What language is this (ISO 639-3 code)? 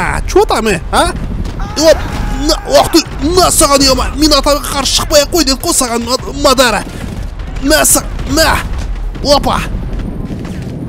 kaz